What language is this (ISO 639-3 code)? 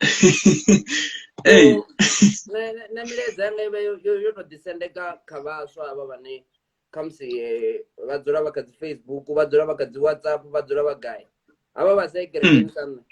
ven